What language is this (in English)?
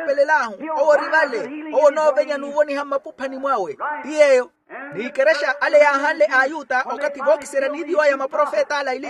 Makhuwa